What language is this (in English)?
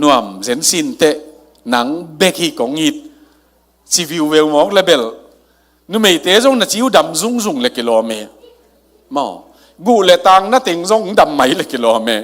Tedim Chin